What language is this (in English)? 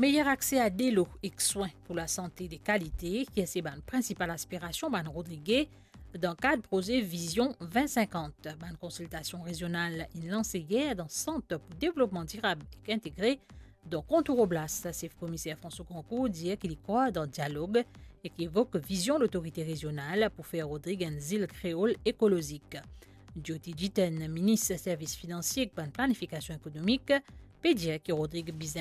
Morisyen